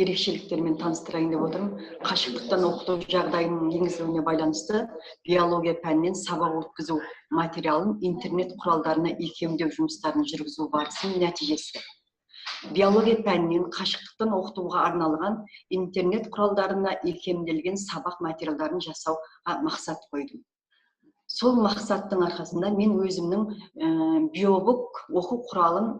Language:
Kazakh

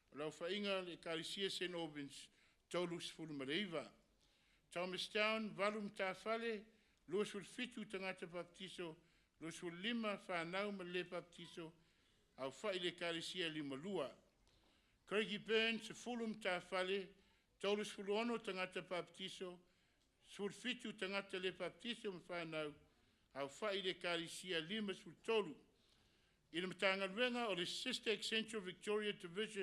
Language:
Samoan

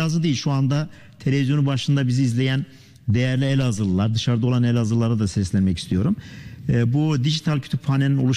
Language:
Turkish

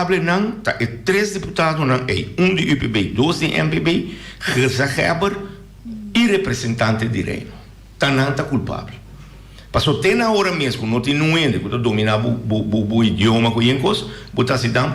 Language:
Papiamento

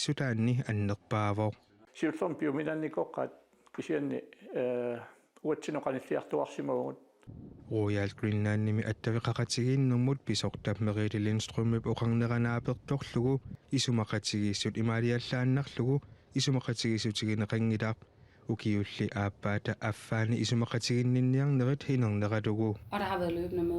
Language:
Kalaallisut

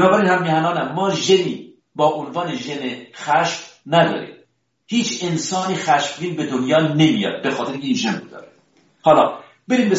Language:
Persian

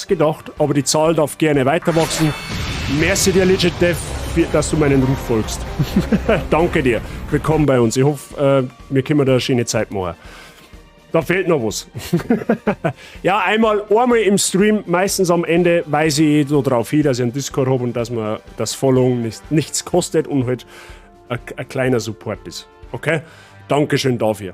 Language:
Bavarian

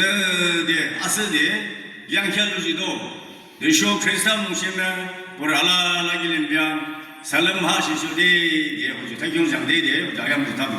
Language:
Yimchungru Naga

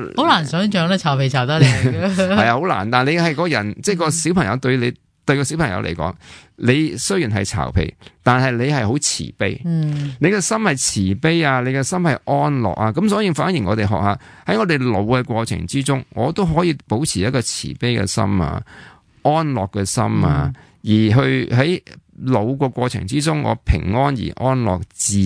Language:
Cantonese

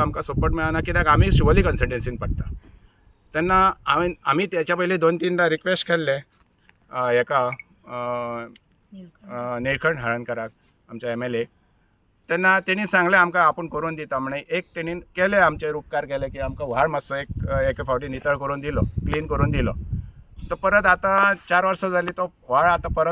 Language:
Konkani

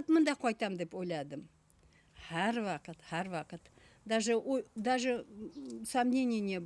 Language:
Bashkir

